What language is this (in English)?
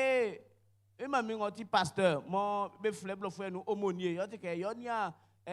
Baoulé